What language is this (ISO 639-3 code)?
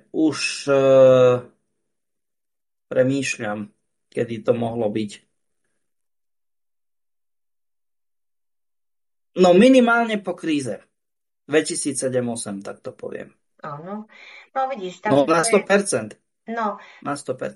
slk